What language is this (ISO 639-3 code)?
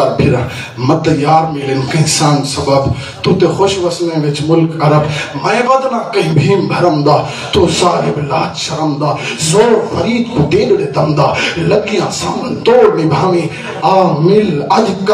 skr